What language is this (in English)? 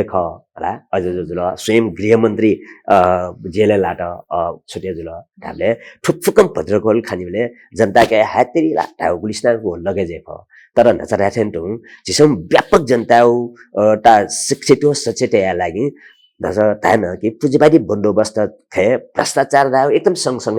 Newari